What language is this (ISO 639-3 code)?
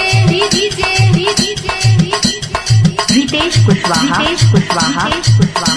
bho